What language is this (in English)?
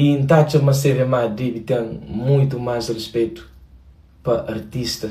Kabuverdianu